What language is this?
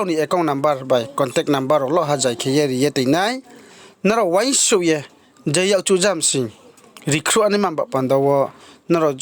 Riang (India)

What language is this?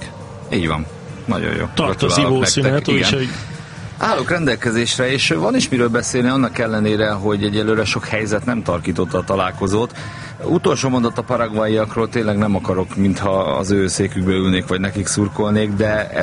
Hungarian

